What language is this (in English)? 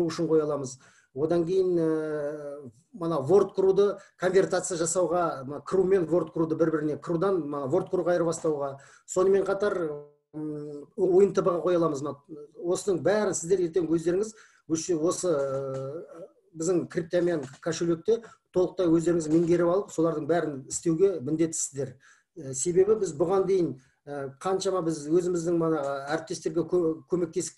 Kazakh